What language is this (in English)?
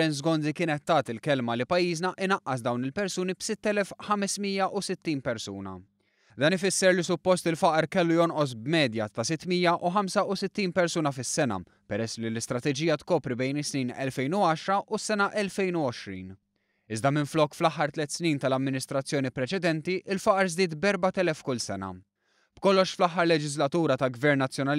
Maltese